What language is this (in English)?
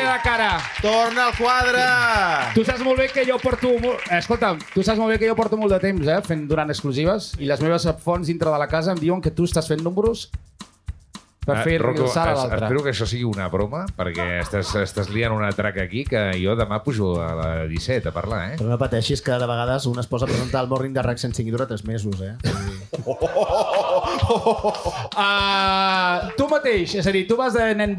Catalan